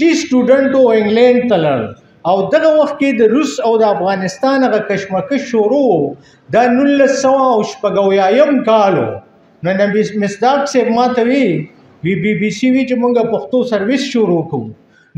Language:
Pashto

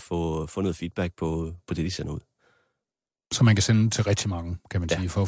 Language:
Danish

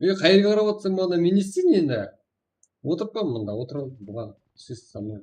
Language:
Kara-Kalpak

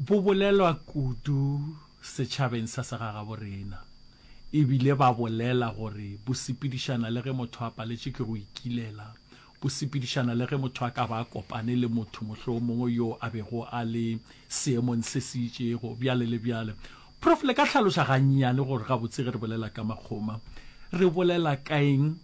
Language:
Northern Sotho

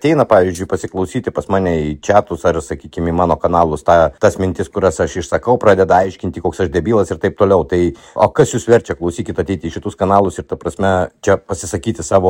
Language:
Lithuanian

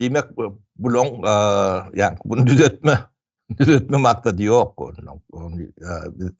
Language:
Turkmen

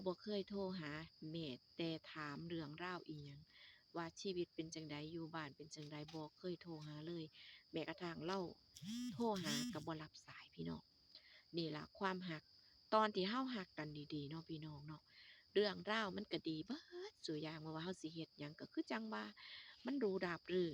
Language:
Northeastern Thai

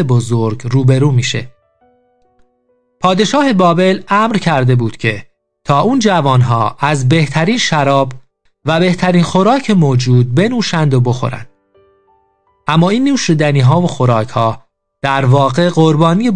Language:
Persian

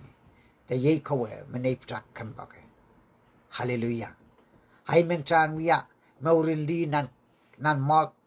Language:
Pohnpeian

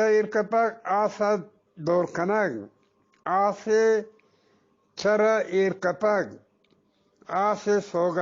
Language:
Eastern Balochi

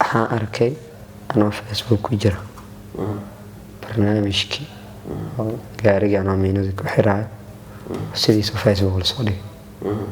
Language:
Somali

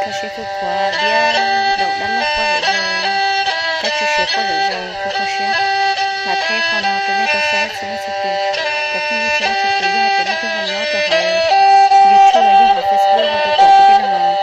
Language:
Hmong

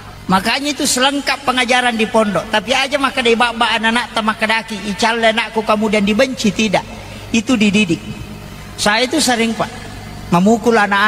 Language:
Buginese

